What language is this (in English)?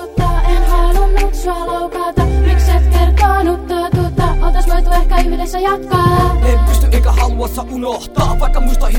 Finnish